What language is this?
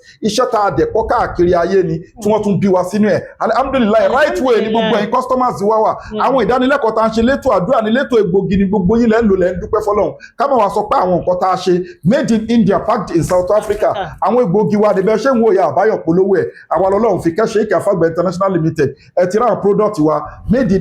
Yoruba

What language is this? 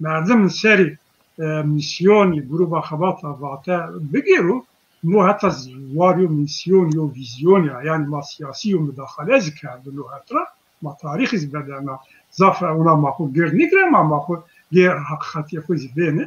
Zaza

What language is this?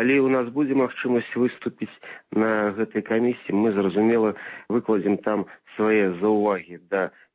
Belarusian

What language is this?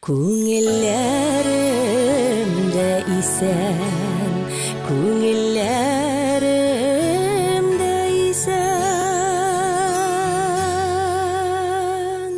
Bashkir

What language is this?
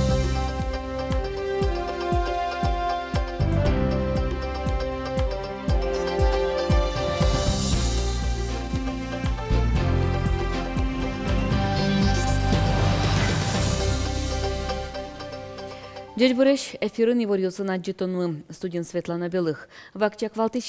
Udmurt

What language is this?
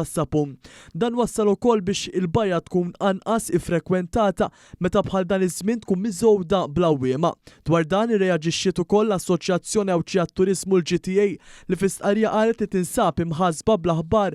Maltese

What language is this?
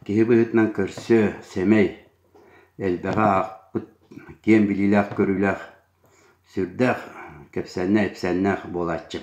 Yakut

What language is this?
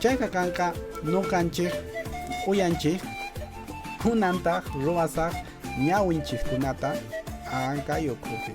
Quechua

